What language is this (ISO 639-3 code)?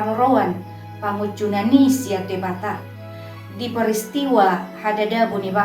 bbc